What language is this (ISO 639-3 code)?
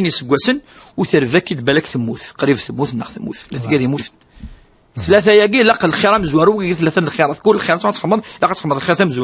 kab